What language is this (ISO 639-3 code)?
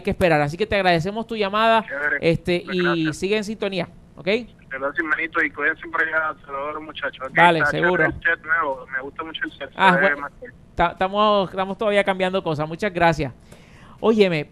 spa